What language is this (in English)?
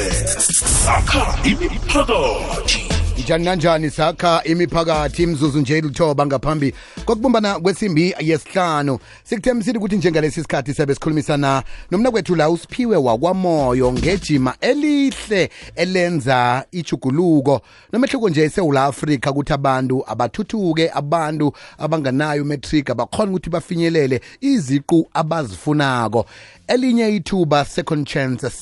South Ndebele